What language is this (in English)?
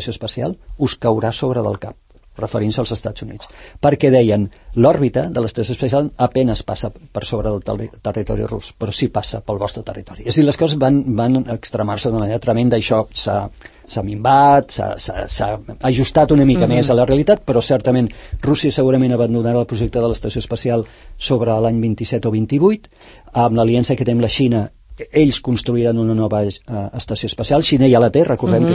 Catalan